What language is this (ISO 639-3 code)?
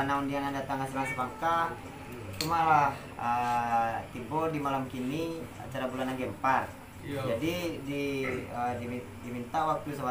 min